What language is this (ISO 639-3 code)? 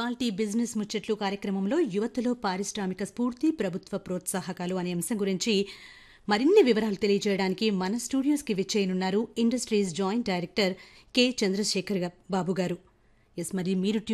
tel